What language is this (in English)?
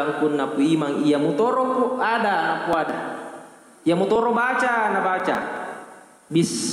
Buginese